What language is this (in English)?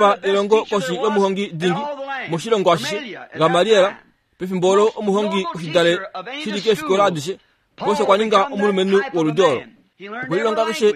Kuanyama